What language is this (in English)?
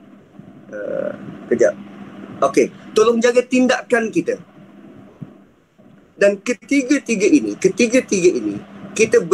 Malay